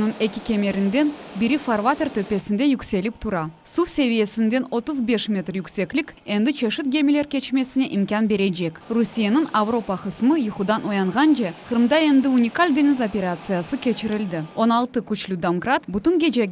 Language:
Crimean Tatar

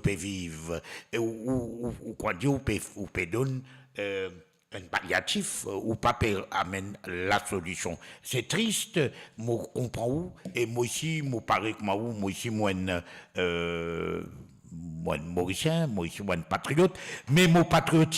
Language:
Morisyen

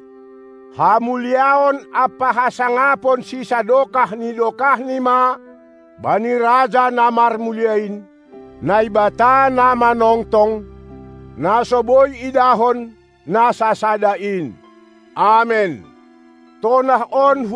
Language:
Batak Simalungun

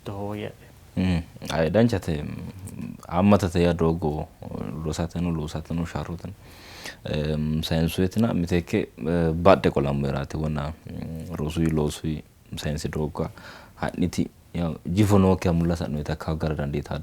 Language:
Sidamo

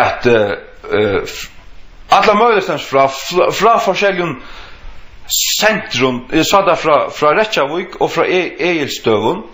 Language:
Faroese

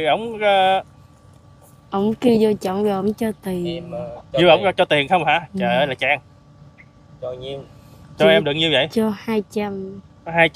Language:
Vietnamese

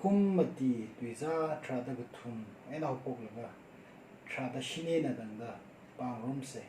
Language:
Tangkhul Naga (India)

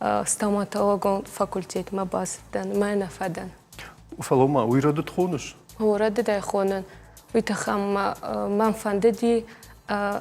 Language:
Ossetic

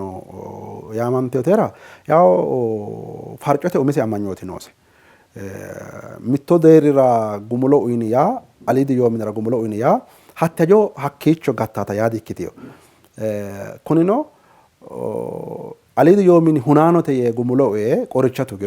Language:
Sidamo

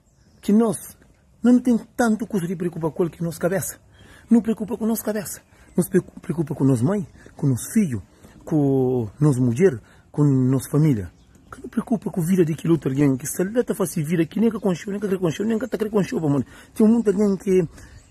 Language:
Kabuverdianu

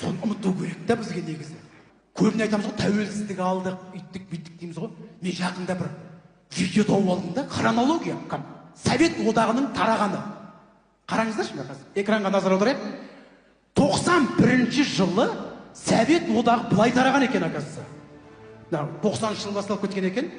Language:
Kazakh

